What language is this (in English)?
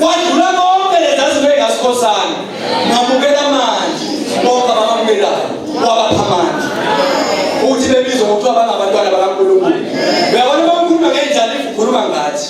Zulu